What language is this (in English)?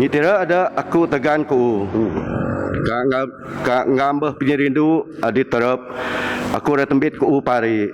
Biatah Bidayuh